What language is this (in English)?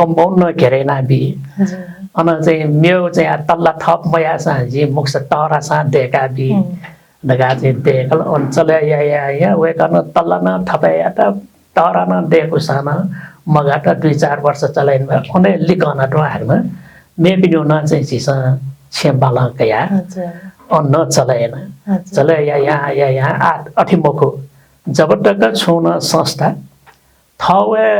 Newari